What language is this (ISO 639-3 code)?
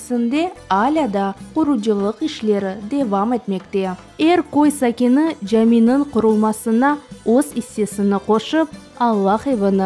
crh